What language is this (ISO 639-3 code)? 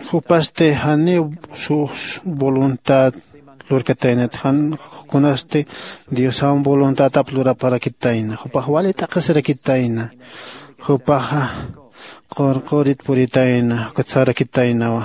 aym